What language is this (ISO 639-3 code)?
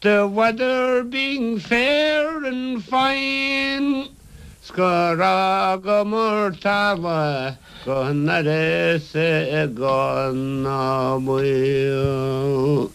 gle